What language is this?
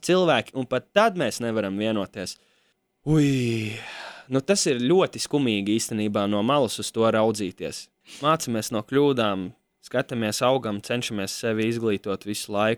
Latvian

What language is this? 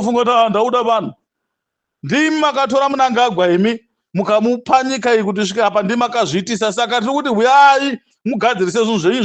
Shona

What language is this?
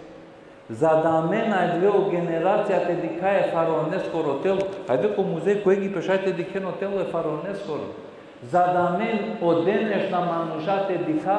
Balkan Romani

